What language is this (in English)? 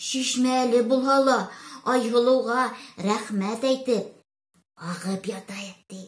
Bashkir